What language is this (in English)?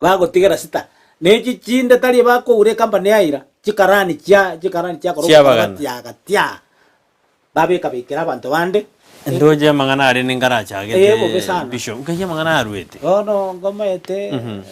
Gusii